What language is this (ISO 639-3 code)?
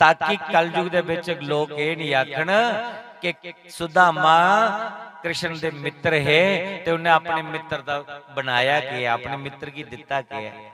doi